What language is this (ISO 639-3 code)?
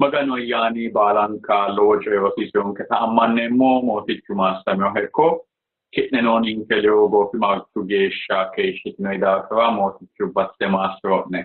sid